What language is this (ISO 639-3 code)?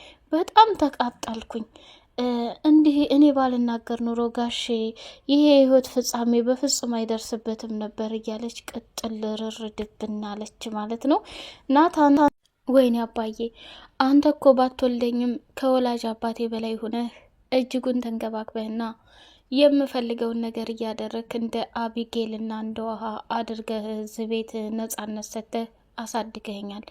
amh